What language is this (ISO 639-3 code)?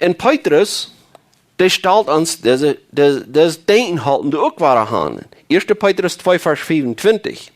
pdt